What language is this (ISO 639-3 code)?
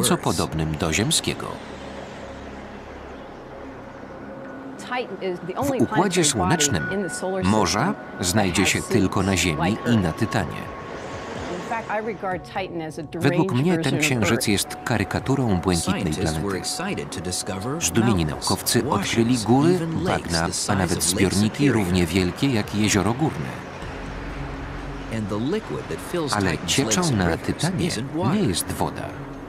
pol